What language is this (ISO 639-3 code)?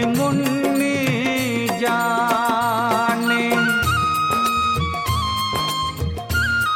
hin